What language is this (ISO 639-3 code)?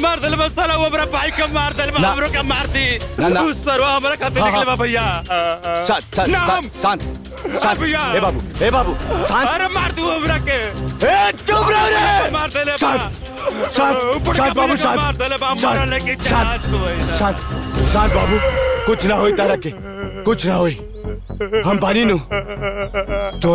bho